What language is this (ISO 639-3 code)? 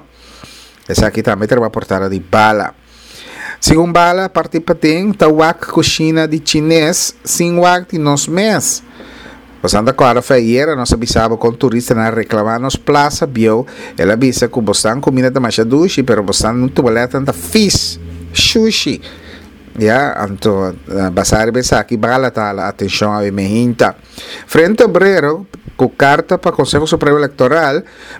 pap